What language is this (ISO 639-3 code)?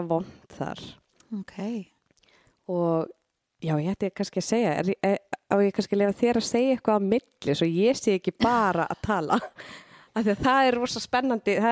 isl